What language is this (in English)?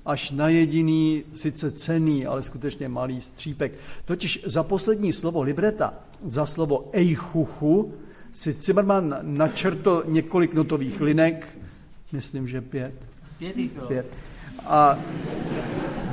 Czech